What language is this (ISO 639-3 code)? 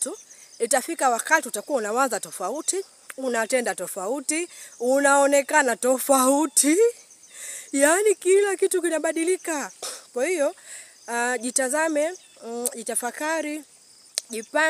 swa